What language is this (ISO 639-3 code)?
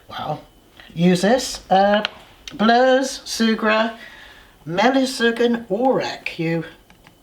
cor